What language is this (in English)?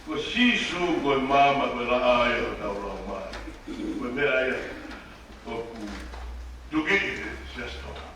Tongan